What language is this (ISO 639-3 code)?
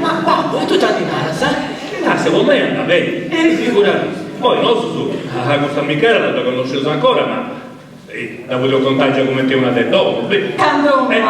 srd